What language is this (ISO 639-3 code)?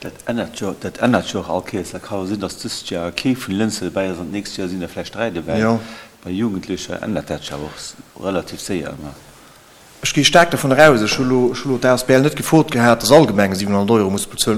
ltz